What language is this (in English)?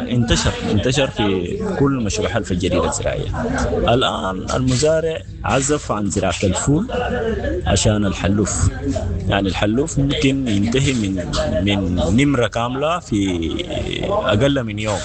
Sudanese Arabic